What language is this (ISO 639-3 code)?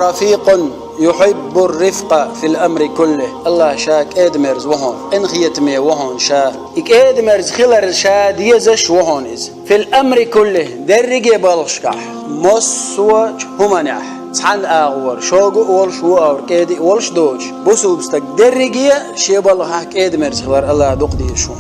che